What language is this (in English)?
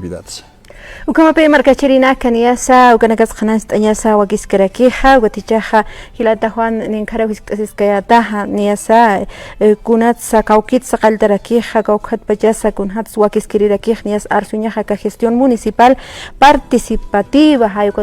Aymara